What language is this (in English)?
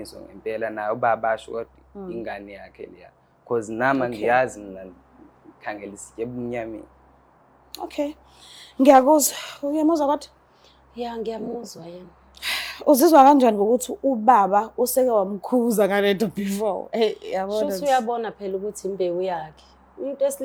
Zulu